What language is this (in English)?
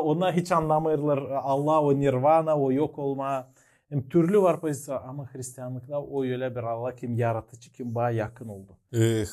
Gagauz